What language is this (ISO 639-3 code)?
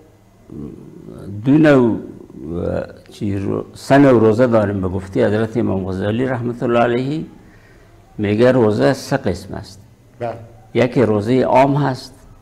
fas